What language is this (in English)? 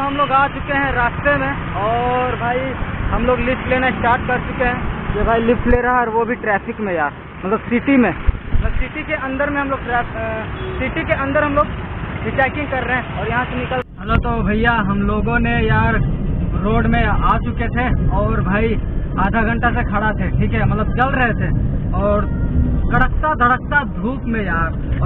Hindi